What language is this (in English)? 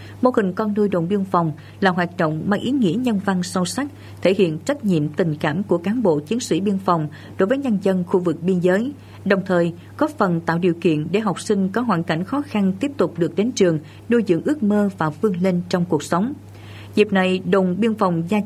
Vietnamese